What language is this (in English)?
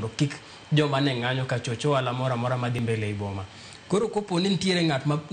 Luo (Kenya and Tanzania)